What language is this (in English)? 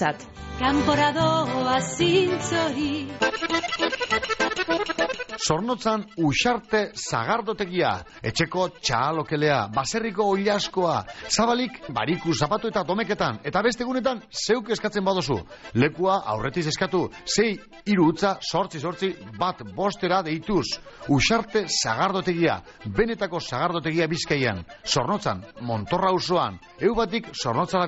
Basque